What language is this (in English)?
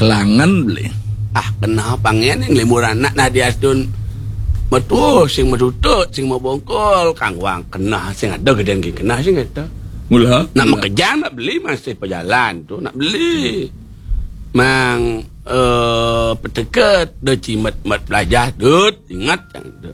Balinese